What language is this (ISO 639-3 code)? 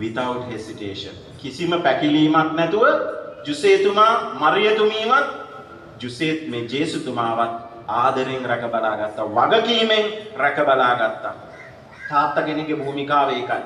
sin